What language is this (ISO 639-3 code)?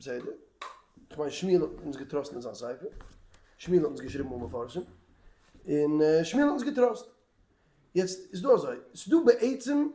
yid